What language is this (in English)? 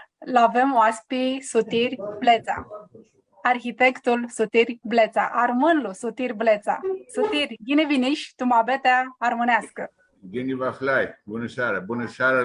Aromanian